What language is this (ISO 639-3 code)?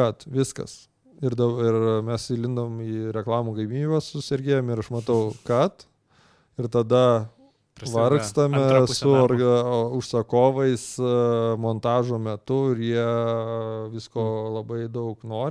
lit